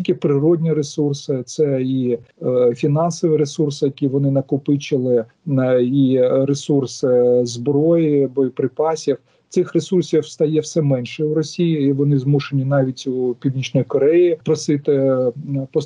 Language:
Ukrainian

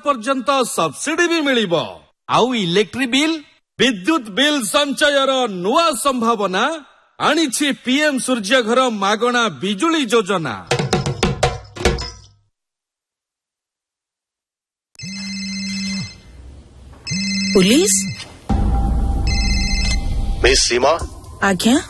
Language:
Odia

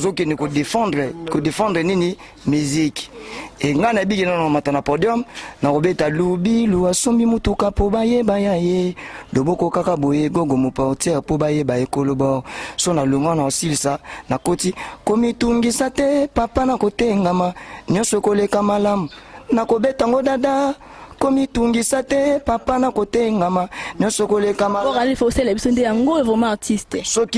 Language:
Lingala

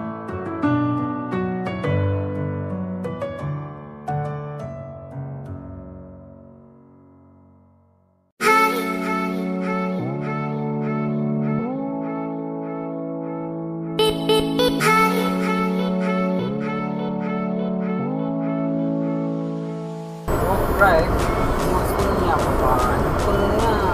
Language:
Malay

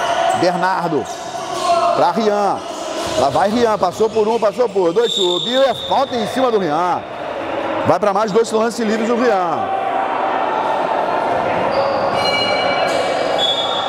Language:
Portuguese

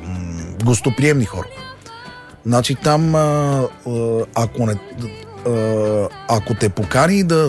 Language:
Bulgarian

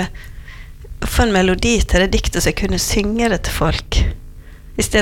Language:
Norwegian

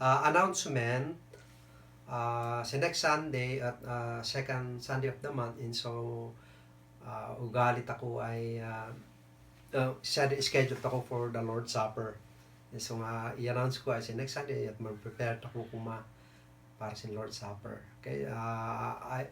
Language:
Kankanaey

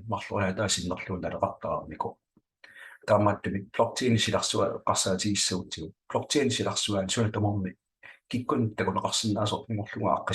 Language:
Kalaallisut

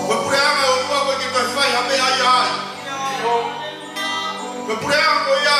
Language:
Tongan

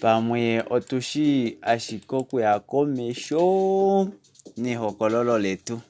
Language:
Kuanyama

